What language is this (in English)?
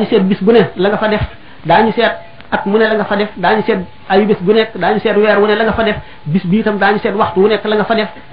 Wolof